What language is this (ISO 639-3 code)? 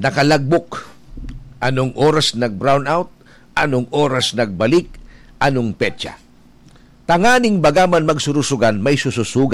bik